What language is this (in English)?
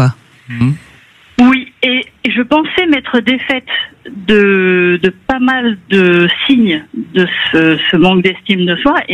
French